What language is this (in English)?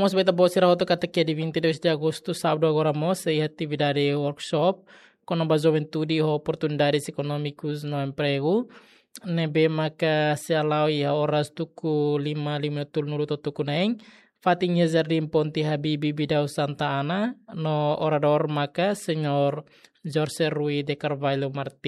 Tetum